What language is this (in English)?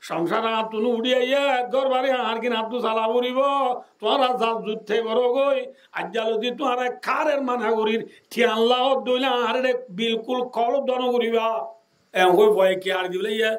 Rohingya